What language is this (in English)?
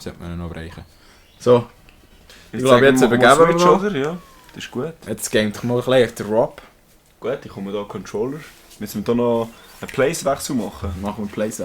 Swiss German